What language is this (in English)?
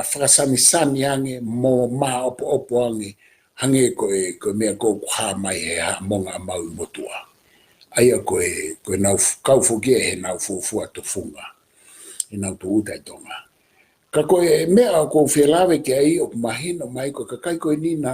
Tongan